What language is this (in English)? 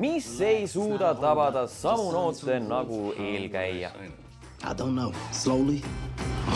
Estonian